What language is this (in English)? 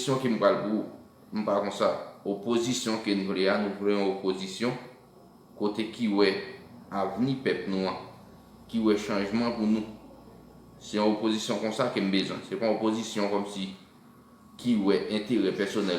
Haitian Creole